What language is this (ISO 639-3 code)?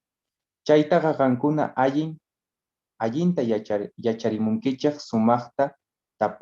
quh